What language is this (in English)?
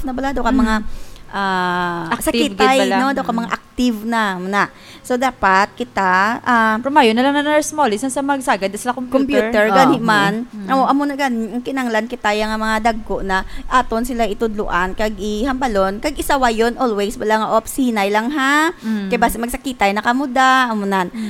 Hiligaynon